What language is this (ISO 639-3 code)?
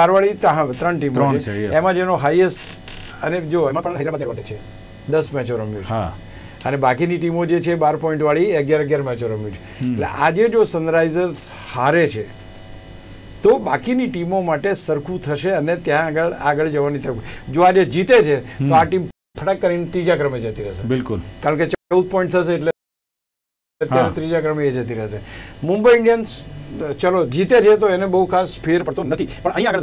guj